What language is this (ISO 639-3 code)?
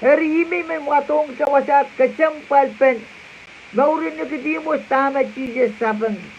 pon